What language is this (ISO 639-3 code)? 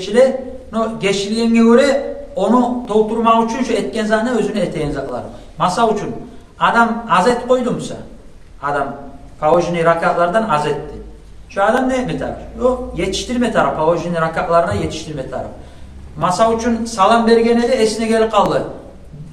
kum